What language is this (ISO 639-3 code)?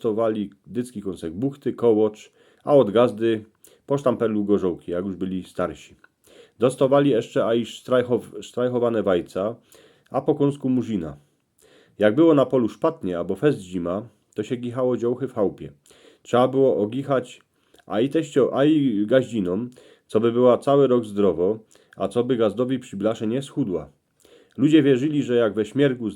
szl